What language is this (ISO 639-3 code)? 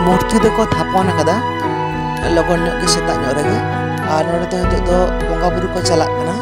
sat